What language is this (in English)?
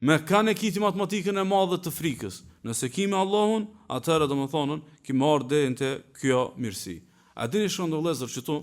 Albanian